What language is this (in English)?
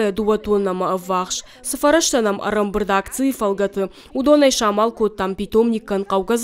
Ossetic